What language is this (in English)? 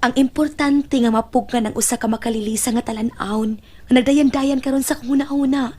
Cebuano